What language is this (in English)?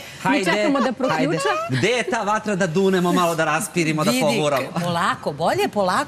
Serbian